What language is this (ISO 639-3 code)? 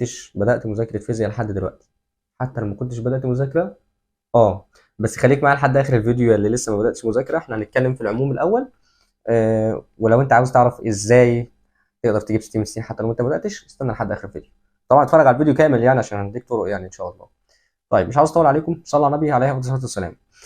arz